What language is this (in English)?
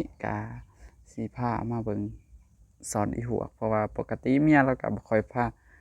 Lao